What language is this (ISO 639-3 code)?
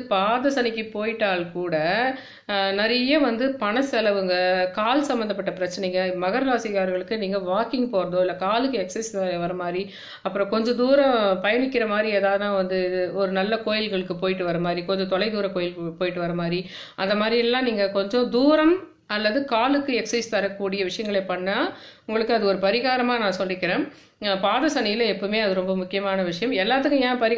tam